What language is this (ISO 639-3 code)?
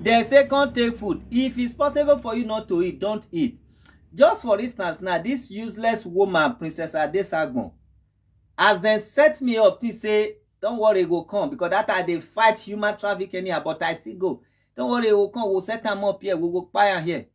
pcm